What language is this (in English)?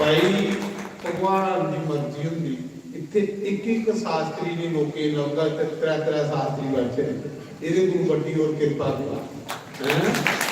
Dogri